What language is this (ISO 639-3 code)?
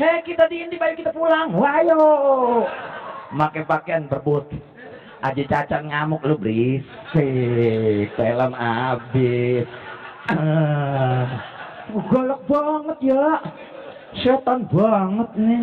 bew